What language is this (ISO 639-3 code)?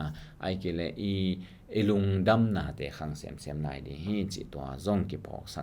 ctd